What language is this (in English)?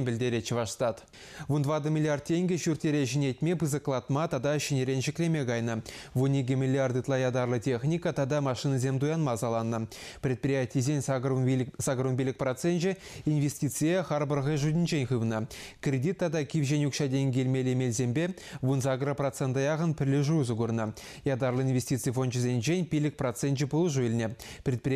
Chuvash